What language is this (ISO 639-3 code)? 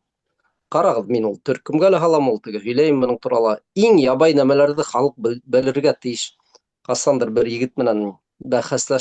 bak